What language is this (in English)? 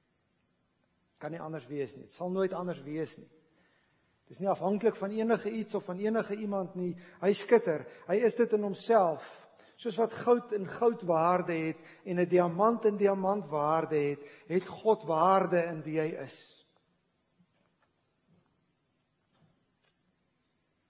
Afrikaans